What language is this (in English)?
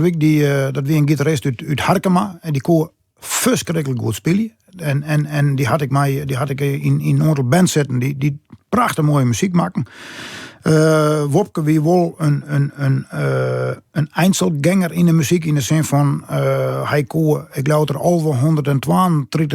Western Frisian